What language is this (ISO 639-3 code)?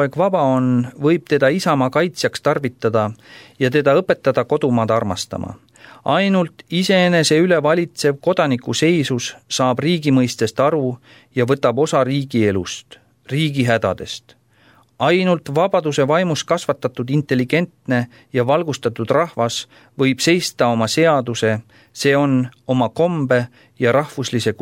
est